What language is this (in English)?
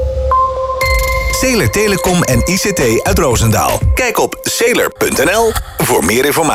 Dutch